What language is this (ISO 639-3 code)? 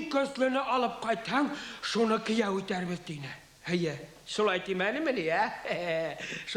bak